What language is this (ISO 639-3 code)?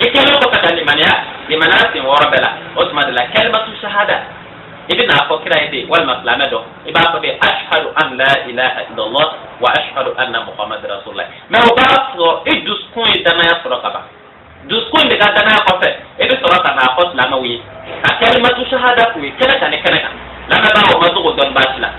bam